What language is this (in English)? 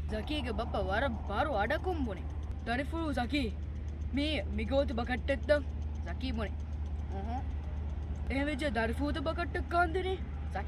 Divehi